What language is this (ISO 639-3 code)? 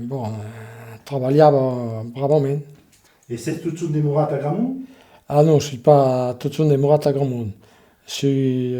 oci